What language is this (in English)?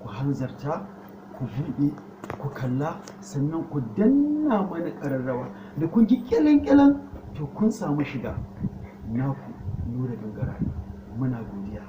Hausa